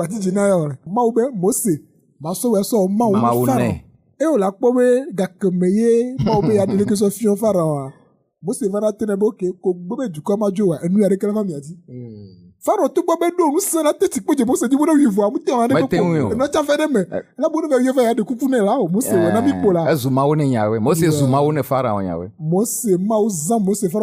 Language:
Ewe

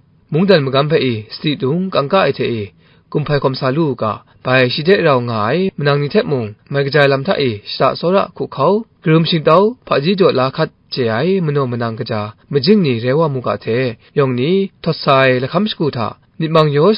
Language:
Kachin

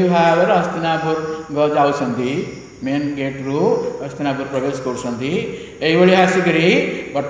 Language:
Odia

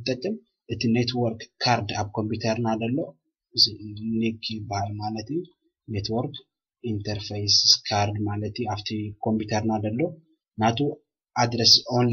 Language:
Tigrinya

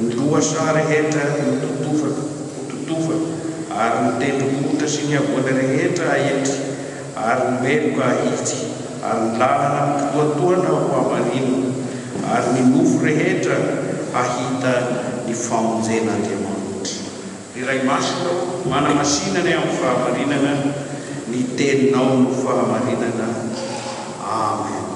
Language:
Malagasy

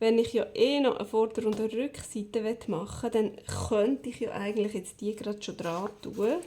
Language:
Swiss German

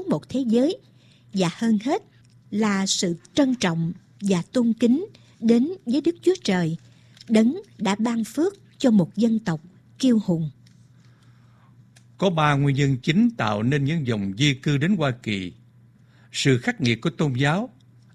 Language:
Vietnamese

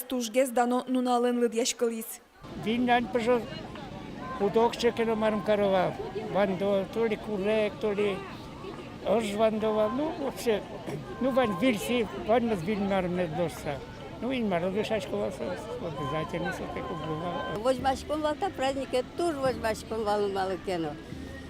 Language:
Udmurt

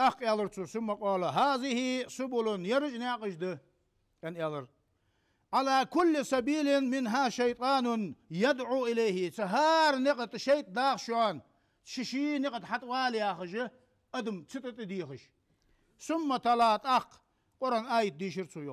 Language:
Ingush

